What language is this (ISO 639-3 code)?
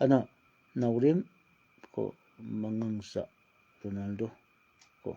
mni